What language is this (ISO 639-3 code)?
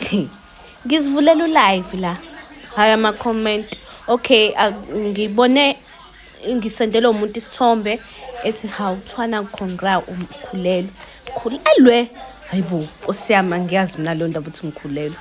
zul